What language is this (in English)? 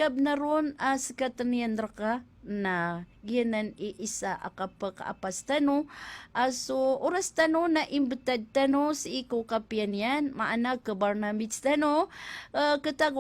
Maranao